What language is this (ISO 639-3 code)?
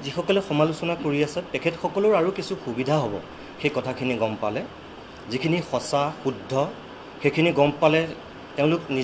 asm